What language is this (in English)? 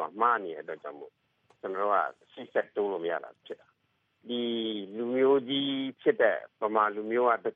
Burmese